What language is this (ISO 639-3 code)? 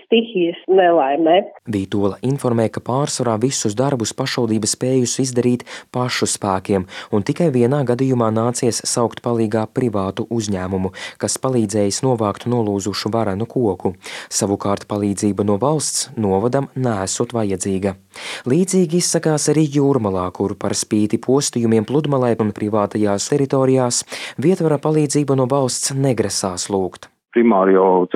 lav